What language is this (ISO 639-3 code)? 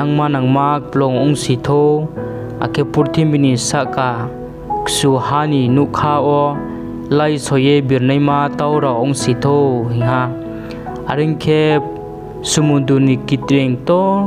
ria